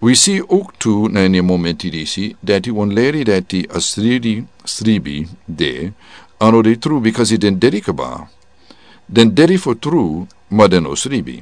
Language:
Sranan Tongo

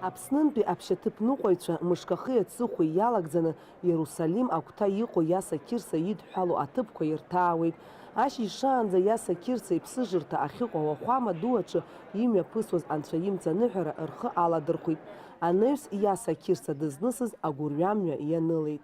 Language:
Abkhazian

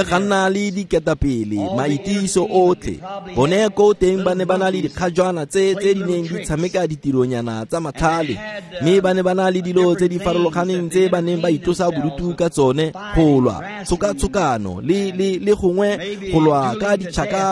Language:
Tswana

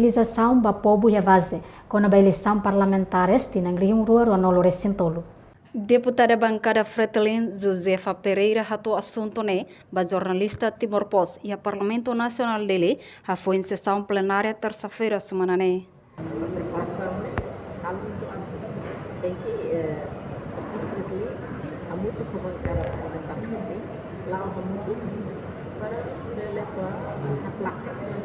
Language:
Tetum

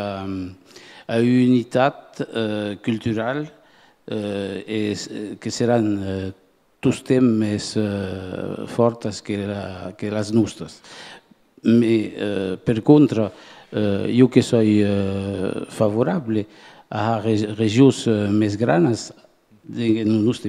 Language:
Occitan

